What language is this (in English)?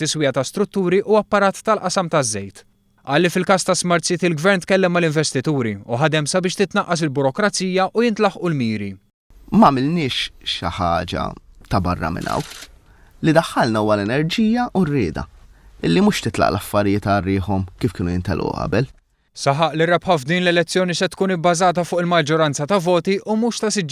Maltese